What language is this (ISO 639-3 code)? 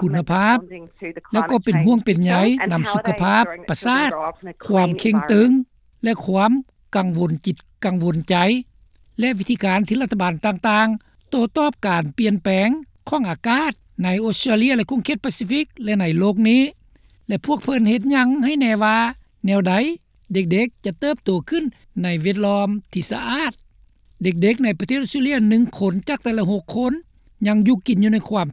lao